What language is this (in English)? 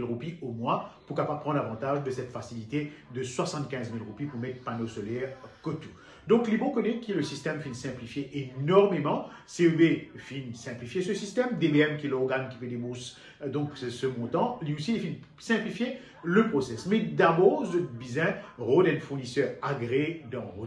Morisyen